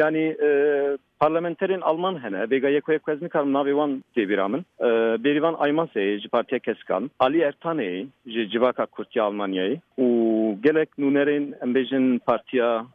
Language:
Kurdish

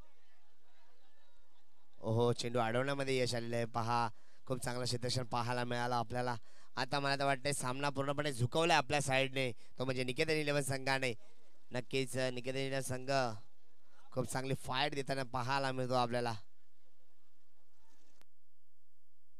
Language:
Marathi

